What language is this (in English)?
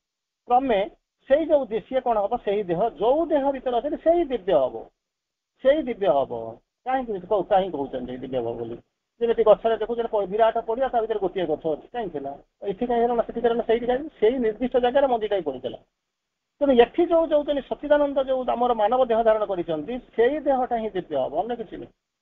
Odia